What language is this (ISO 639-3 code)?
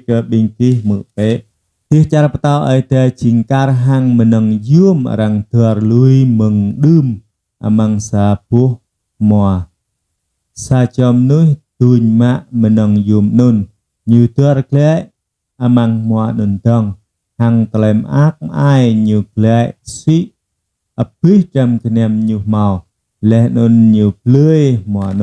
jra